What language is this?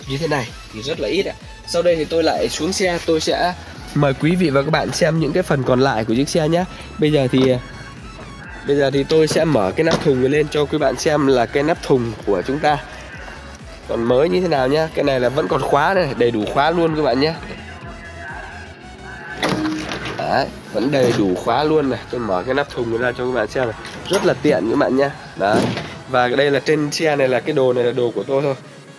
Vietnamese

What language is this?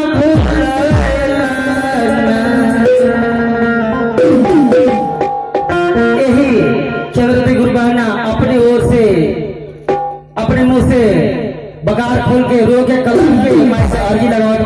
Bhojpuri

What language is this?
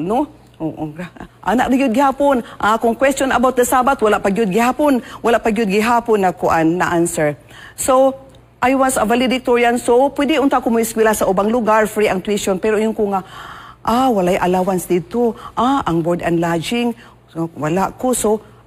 Cebuano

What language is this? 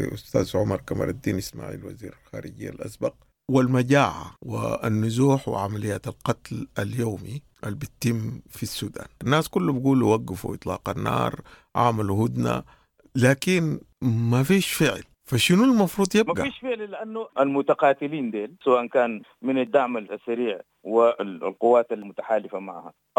Sudanese Arabic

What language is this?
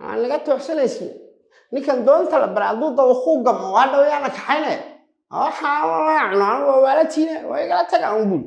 Somali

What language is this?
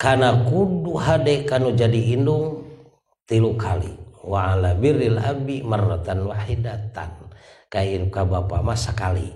Sundanese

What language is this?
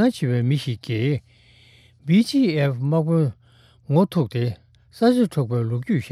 Tibetan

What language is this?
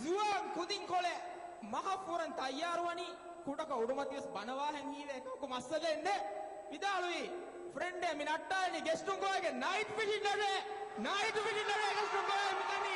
Divehi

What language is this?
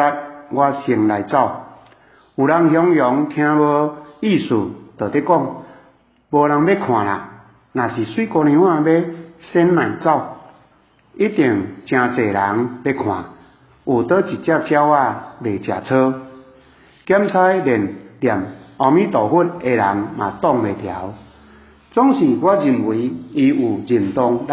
Min Nan Chinese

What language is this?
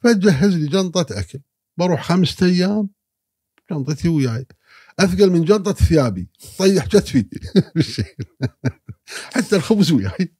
Gulf Arabic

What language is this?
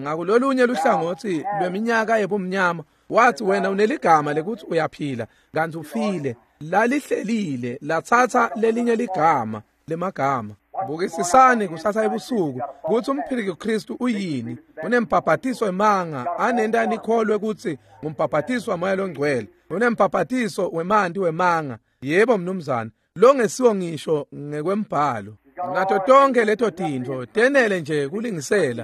Swati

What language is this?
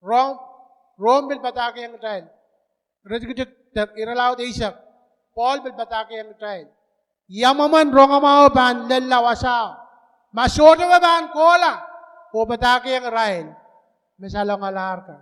Pohnpeian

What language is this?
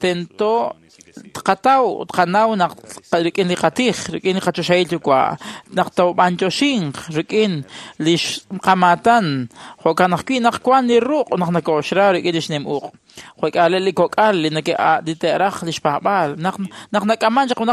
Kekchí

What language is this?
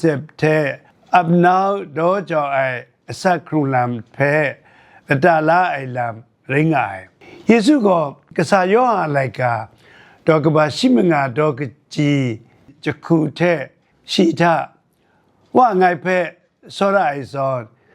Kachin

